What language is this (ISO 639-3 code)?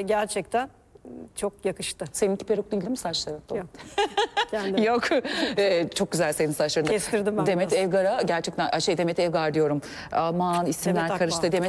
tur